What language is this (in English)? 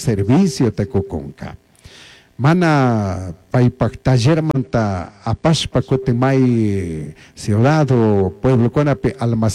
Chimborazo Highland Quichua